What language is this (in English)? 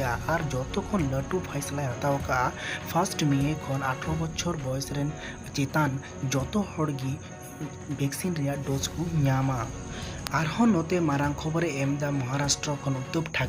Santali